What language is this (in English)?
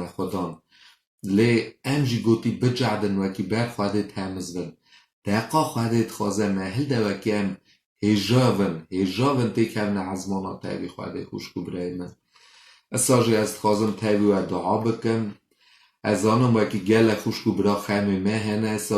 Kurdish